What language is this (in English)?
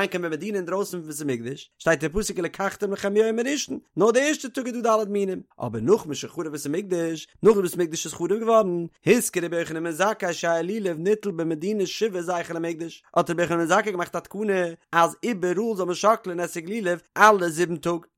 Yiddish